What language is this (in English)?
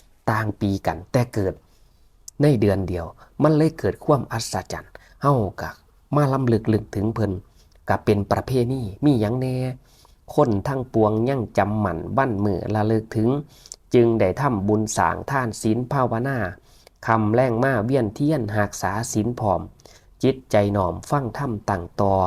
Northeastern Thai